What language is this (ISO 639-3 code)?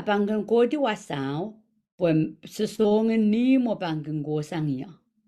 pon